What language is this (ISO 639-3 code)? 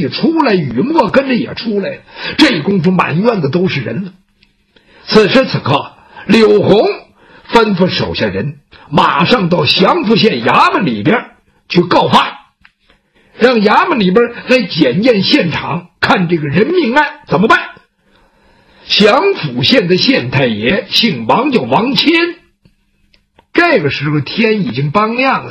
zho